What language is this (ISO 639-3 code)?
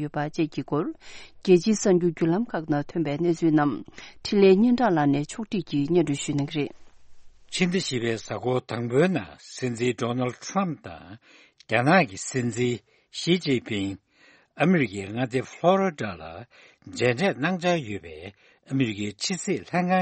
bod